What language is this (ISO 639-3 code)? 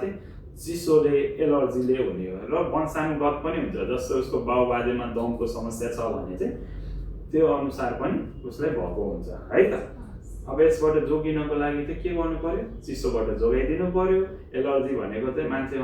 nep